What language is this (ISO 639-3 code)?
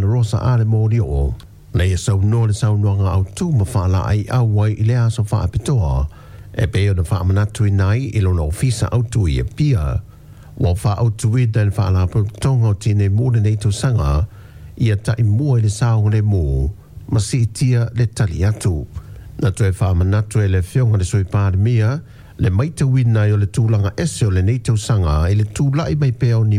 smo